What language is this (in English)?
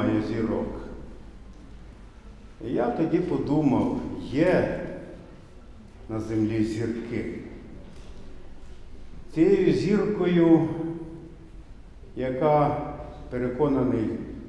Ukrainian